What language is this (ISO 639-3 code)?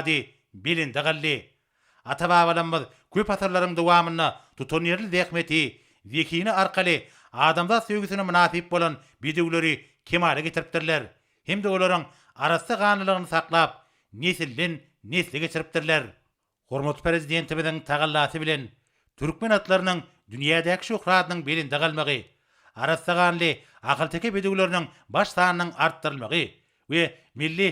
tuk